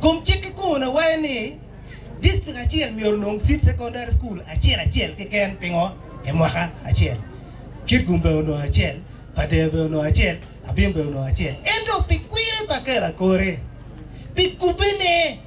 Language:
Acoli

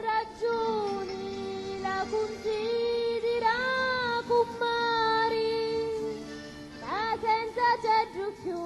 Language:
Sicilian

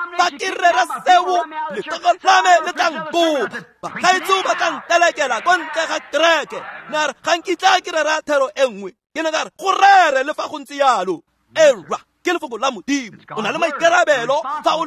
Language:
Tswana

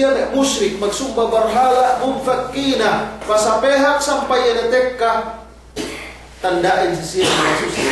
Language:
Yakan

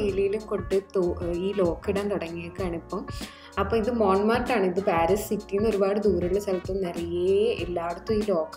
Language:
Malayalam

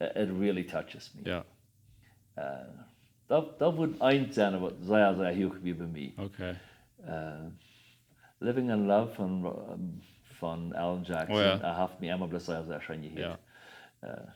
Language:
Plautdietsch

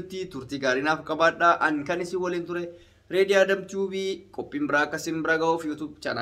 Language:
Oromo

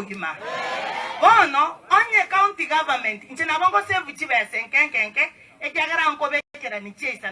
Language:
Gusii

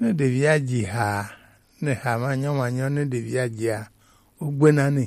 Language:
Gen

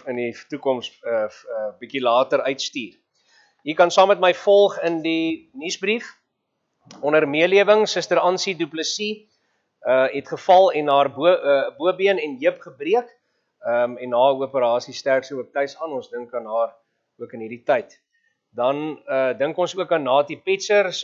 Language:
Afrikaans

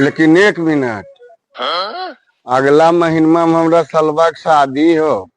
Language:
Magahi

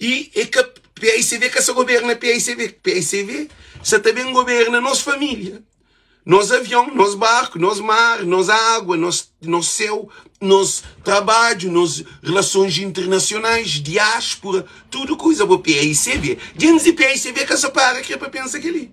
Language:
Kabuverdianu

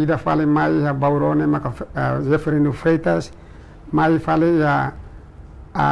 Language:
Tetum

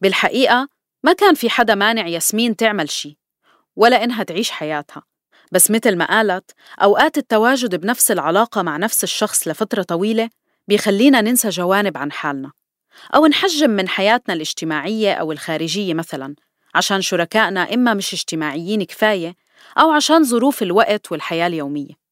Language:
North Levantine Arabic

